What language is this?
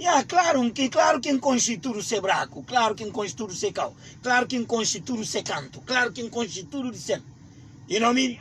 Kabuverdianu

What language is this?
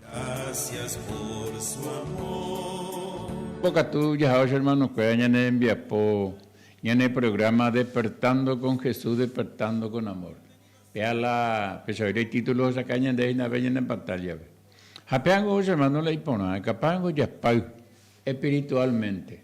Guarani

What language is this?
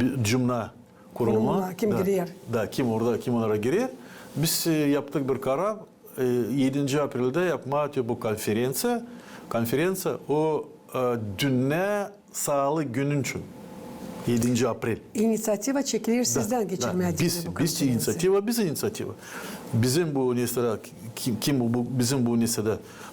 Gagauz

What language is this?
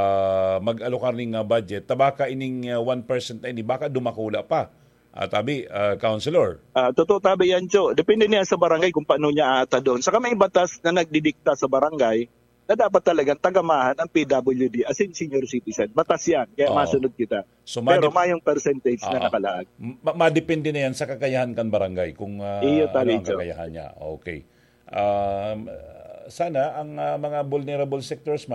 Bikol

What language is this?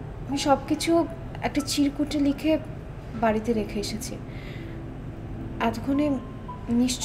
Bangla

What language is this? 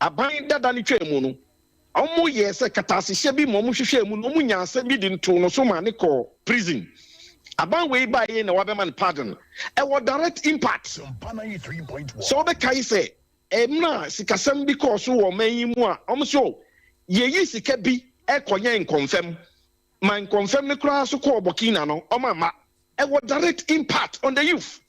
Akan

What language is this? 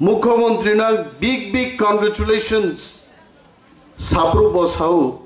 Kok Borok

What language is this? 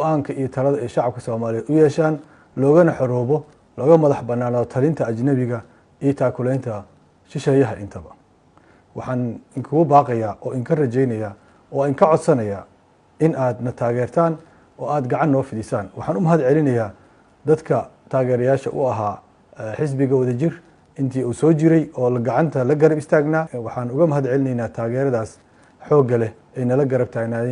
Somali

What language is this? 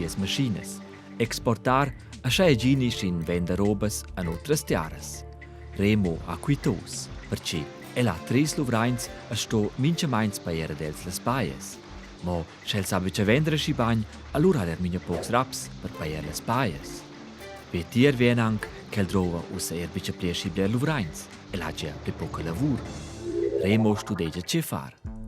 Romansh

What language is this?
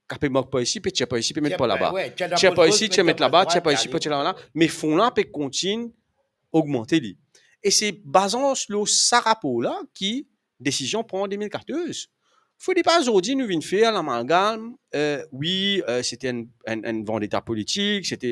Morisyen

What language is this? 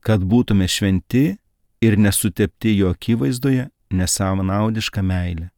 Lithuanian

